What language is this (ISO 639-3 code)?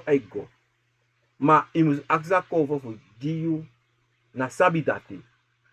srn